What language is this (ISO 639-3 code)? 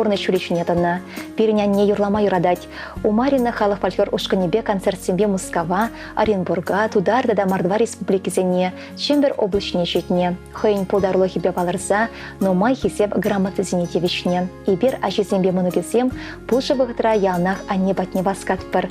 chv